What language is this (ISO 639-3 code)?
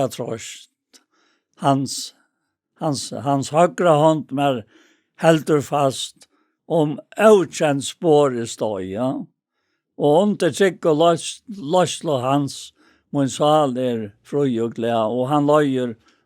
fao